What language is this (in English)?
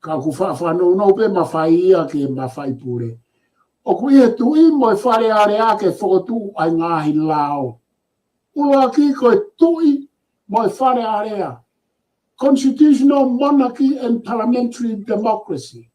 Tongan